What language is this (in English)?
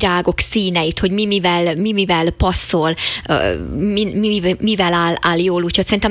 Hungarian